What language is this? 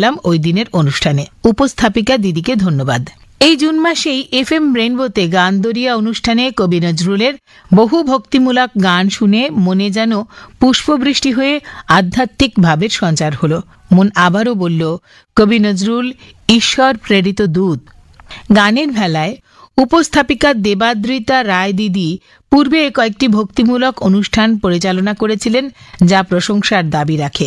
Bangla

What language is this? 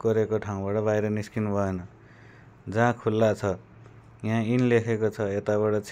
Nepali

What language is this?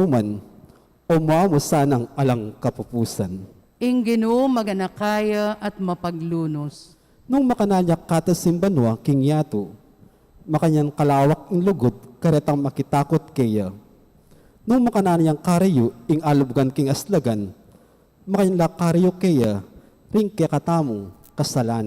Pampanga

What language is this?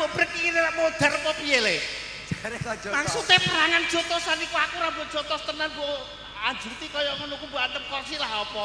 Javanese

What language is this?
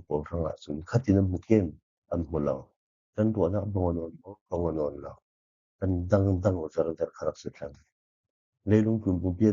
Falam Chin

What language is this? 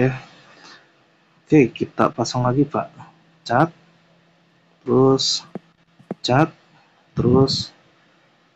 Indonesian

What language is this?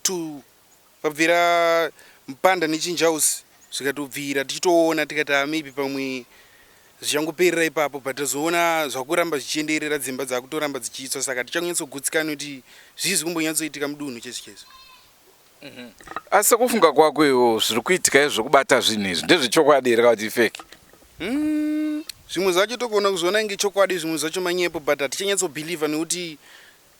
Shona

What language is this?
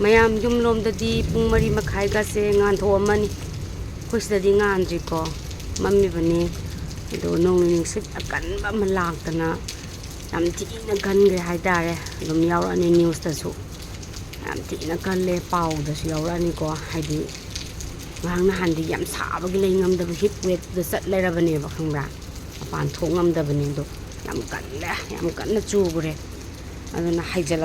Manipuri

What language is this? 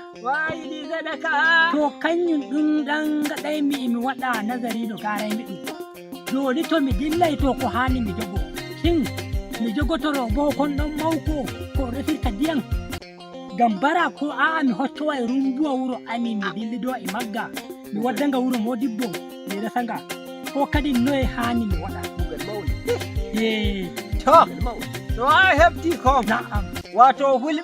Nigerian Fulfulde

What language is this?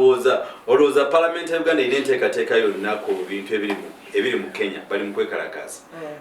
Ganda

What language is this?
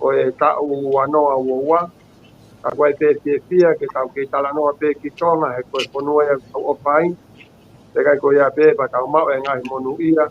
Tongan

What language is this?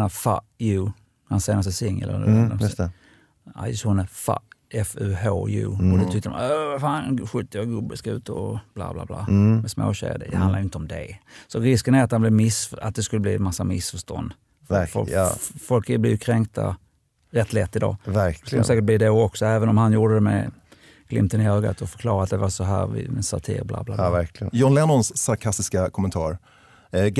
Swedish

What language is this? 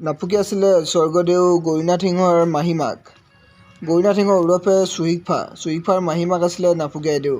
Assamese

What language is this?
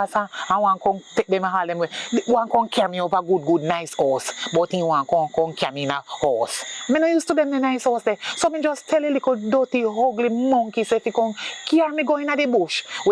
Jamaican Creole English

